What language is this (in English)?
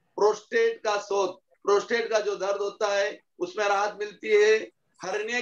Hindi